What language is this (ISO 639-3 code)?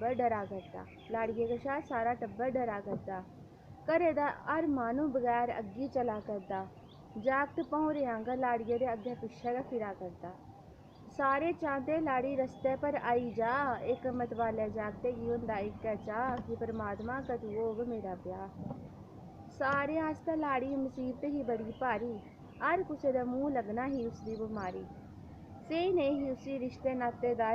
doi